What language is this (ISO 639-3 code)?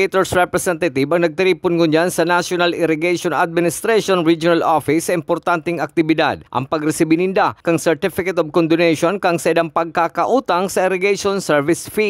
bik